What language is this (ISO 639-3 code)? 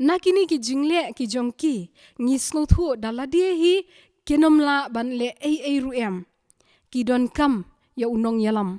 kha